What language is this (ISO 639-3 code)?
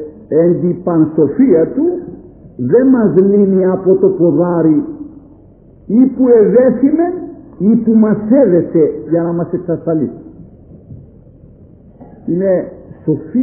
ell